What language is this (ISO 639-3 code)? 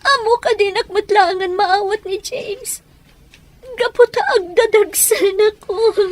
ilo